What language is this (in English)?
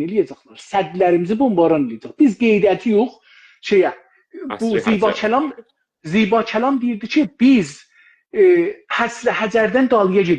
South Azerbaijani